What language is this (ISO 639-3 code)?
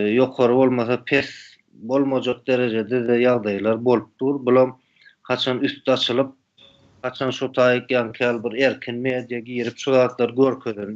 tuk